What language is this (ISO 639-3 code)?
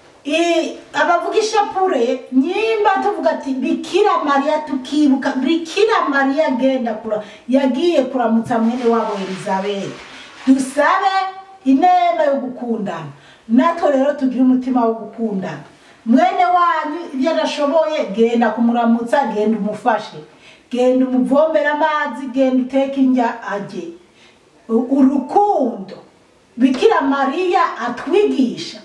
run